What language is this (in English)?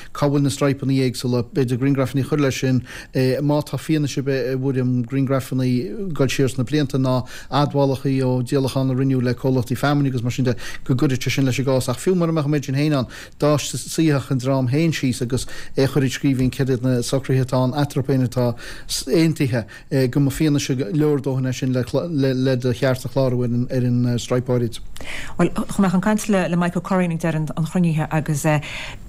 Irish